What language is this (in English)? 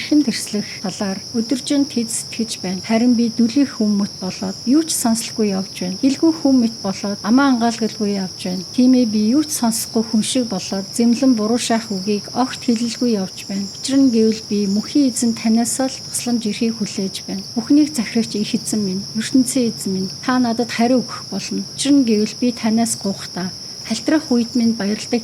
Mongolian